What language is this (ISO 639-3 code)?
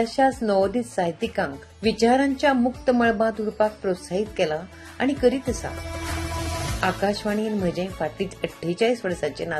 kok